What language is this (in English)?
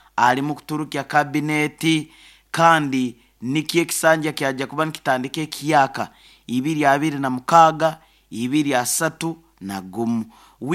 Nyoro